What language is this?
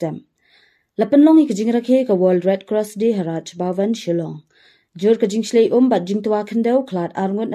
Khasi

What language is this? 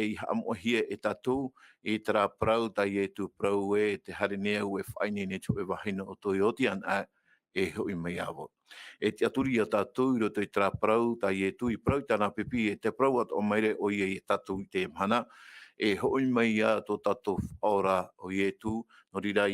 Tahitian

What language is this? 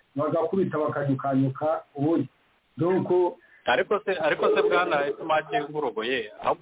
Kinyarwanda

